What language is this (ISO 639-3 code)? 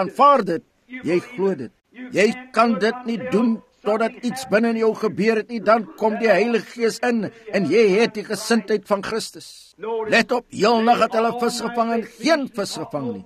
afr